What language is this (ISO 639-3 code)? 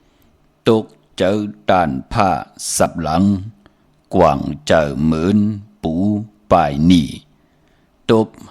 shn